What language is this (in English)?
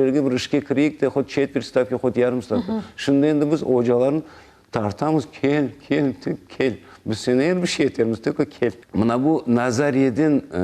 Crimean Tatar